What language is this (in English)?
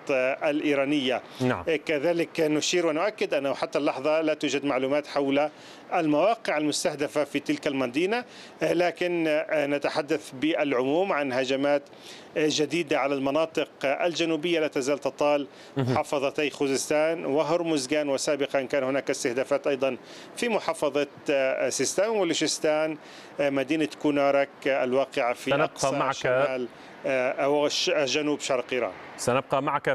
Arabic